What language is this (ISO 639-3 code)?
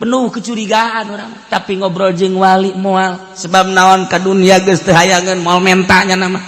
sun